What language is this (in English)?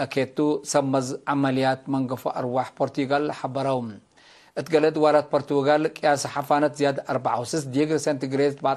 Tigre